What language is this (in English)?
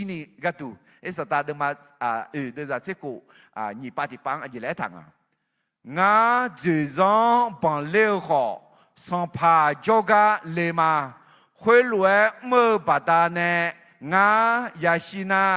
Akha